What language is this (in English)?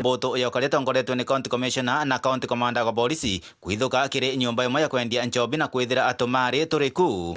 Meru